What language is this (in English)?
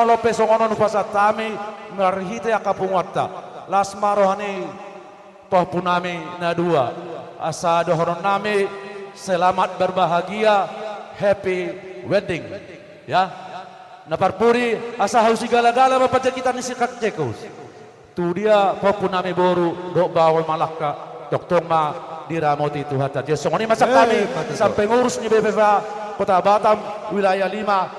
Batak Toba